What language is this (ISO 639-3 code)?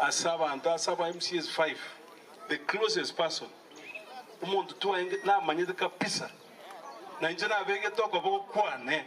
guz